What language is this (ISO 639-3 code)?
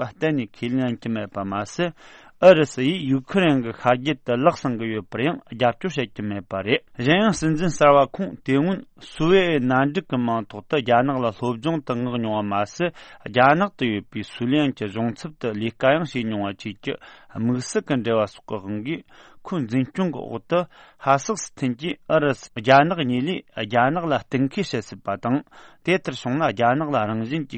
bod